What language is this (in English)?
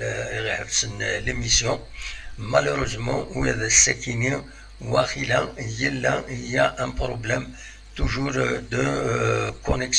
Kabyle